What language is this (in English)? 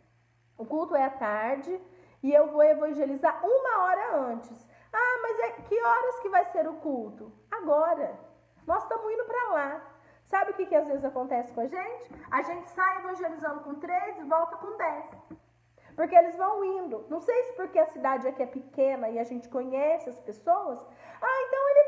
Portuguese